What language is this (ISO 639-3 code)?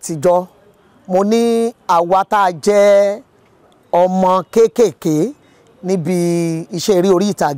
yor